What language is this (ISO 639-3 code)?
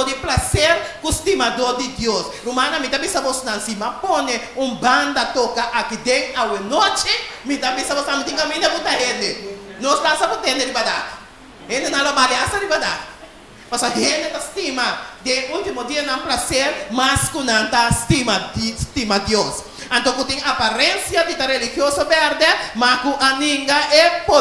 pap